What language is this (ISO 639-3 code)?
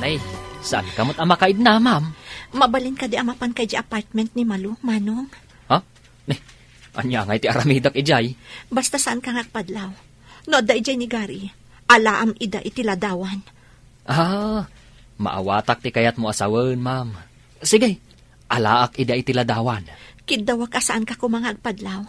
ilo